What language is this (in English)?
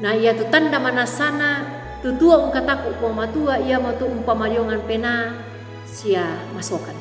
Toraja-Sa'dan